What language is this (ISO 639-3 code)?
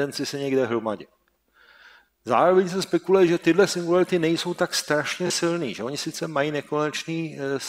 ces